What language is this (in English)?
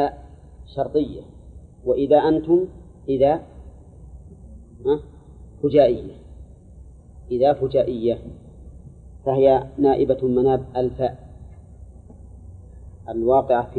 Arabic